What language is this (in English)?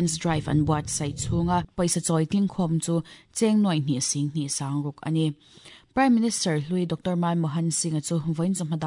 Mizo